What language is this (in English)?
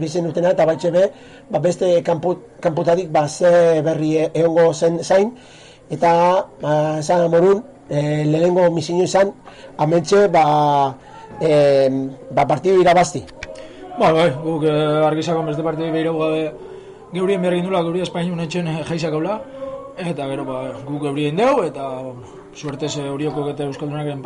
Basque